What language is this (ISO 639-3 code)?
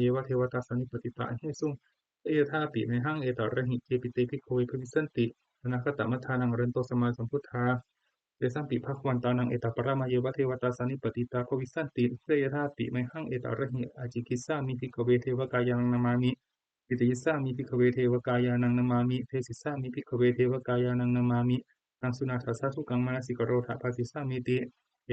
pli